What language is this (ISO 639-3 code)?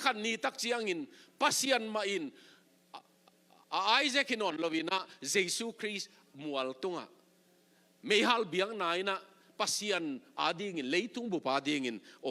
ctd